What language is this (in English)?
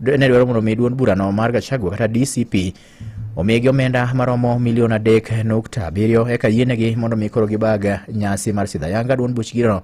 Luo (Kenya and Tanzania)